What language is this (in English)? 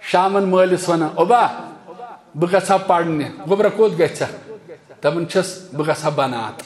Kashmiri